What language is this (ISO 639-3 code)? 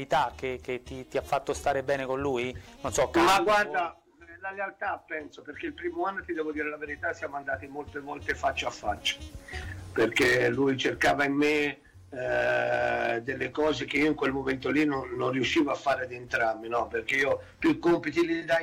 ita